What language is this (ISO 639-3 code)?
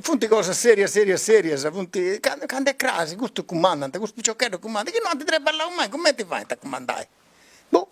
srd